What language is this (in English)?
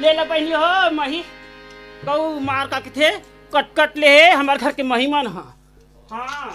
Chhattisgarhi